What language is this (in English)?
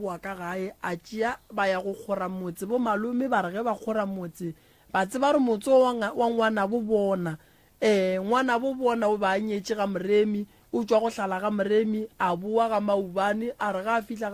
Northern Sotho